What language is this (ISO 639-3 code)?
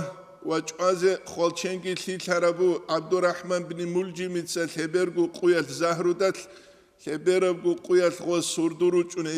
ava